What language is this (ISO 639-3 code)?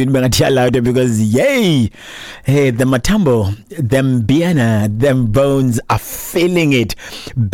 xho